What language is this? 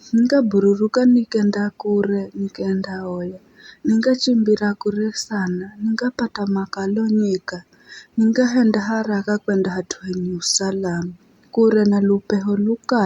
Giryama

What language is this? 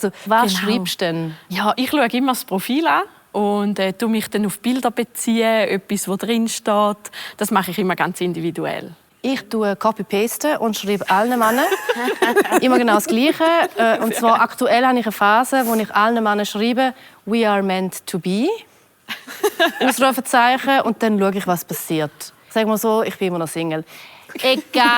Swiss German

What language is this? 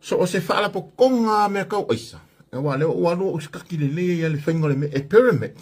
Samoan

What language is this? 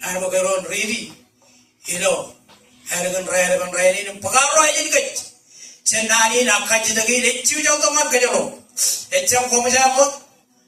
Marshallese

